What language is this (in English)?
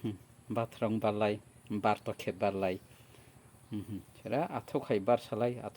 Kok Borok